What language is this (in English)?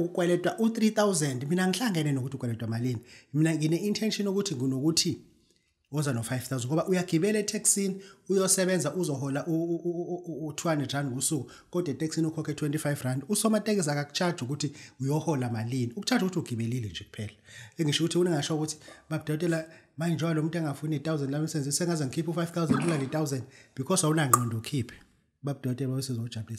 Zulu